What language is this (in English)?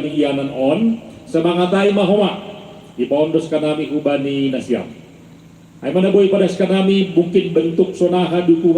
Batak Simalungun